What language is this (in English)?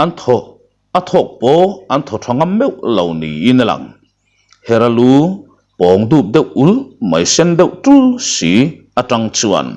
Mizo